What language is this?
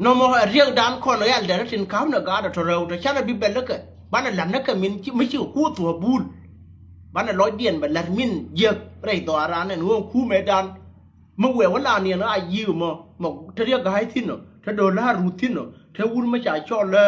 Nuer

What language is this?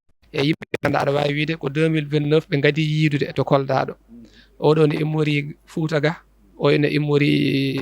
Fula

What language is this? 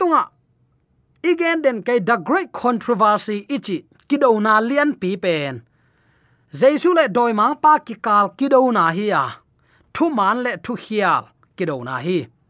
Tedim Chin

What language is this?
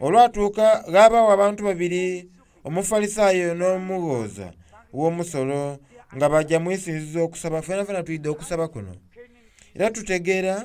Soga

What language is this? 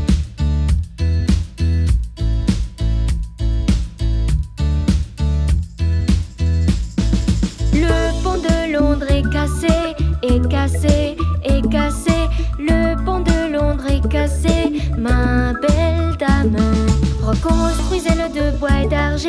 French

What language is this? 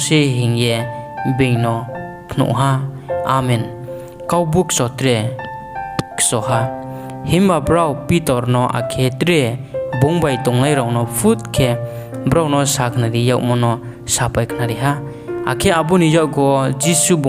Riang (India)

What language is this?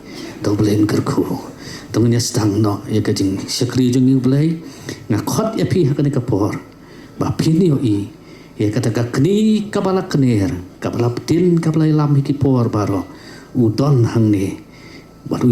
Khasi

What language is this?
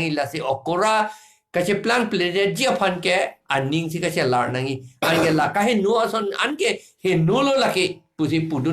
Karbi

